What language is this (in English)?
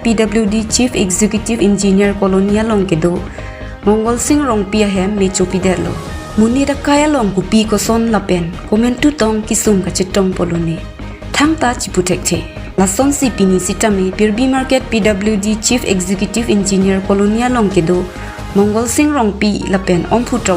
Karbi